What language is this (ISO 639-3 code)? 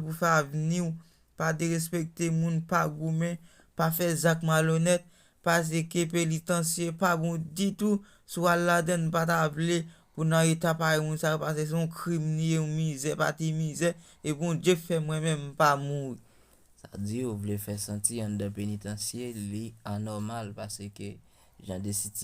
hat